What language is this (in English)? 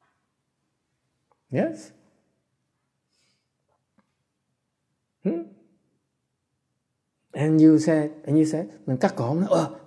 Vietnamese